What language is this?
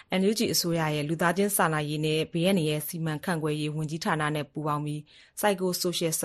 Burmese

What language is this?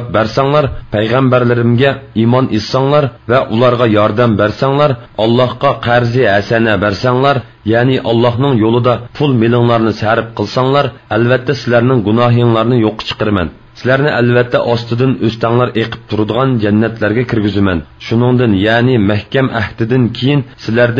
Uyghur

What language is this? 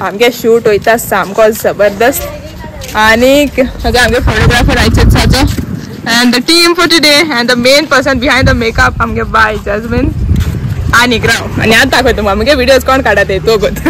Konkani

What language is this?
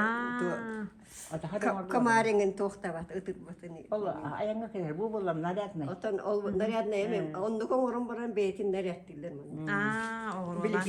Yakut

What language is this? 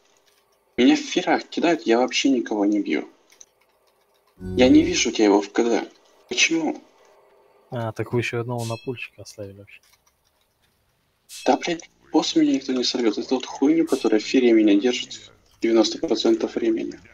Russian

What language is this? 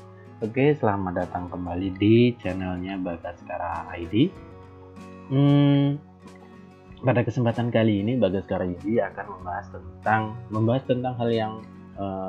Indonesian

